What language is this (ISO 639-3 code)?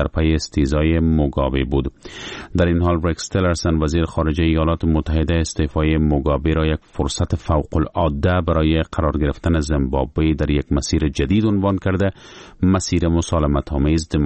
fas